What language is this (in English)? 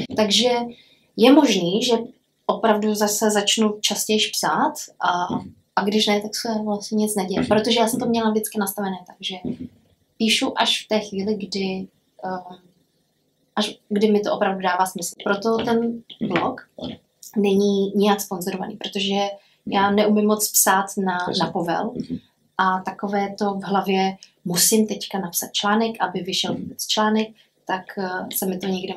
Czech